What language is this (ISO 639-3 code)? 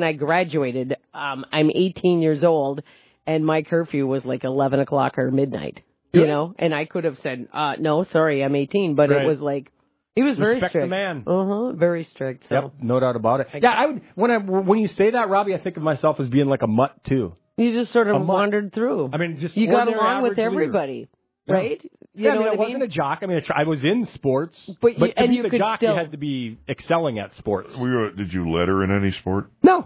eng